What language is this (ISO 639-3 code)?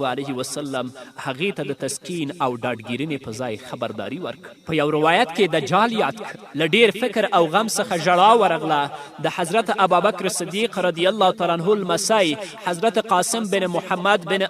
pus